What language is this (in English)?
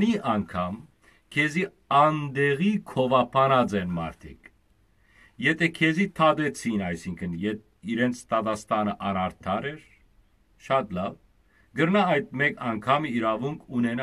Western Armenian